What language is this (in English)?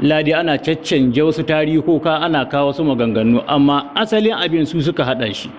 Hausa